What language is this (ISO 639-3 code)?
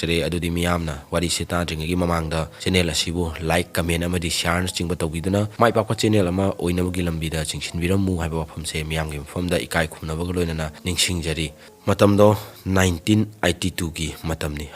mni